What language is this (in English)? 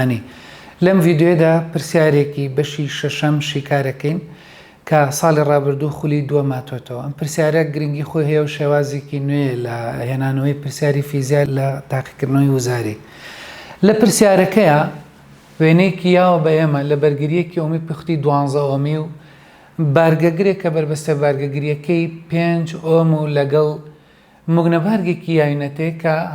Central Kurdish